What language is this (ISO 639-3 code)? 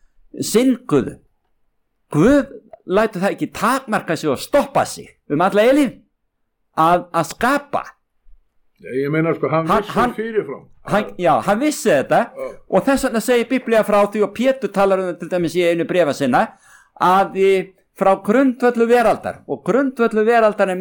isl